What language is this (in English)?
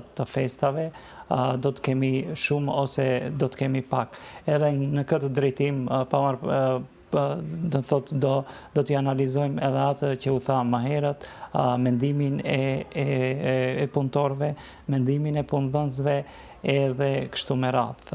Albanian